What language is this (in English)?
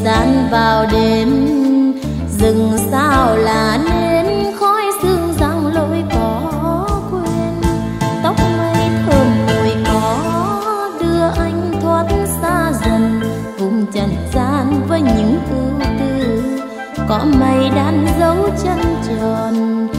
Vietnamese